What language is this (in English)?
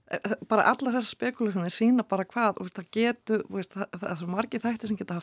Icelandic